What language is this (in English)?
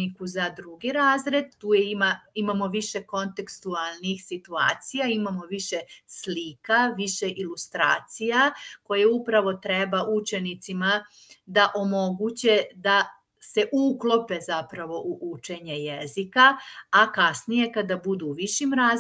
Serbian